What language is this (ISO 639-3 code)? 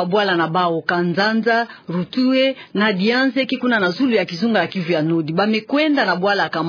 ktu